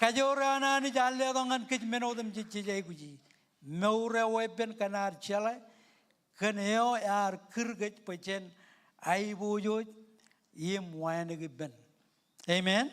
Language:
Marshallese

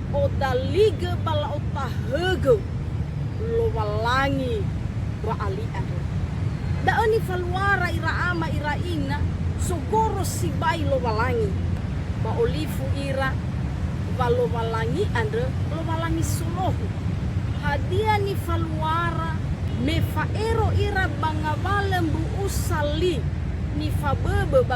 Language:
Nias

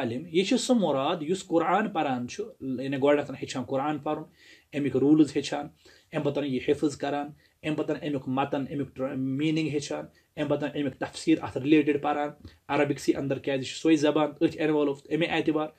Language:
Kashmiri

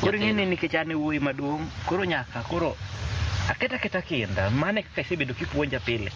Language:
Luo (Kenya and Tanzania)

